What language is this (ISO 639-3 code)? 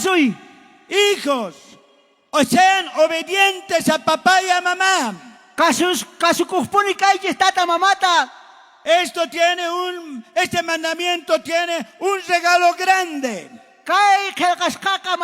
quh